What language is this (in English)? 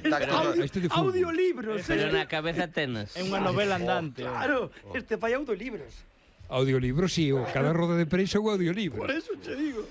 Galician